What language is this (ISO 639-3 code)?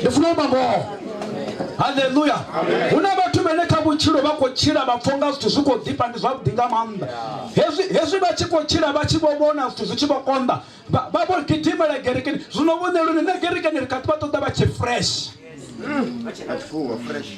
ven